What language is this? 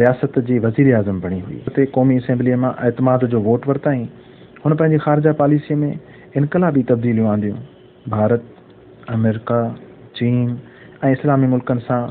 Sindhi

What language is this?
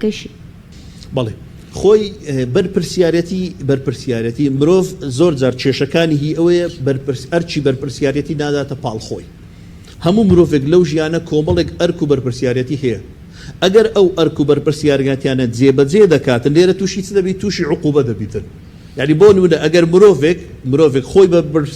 Central Kurdish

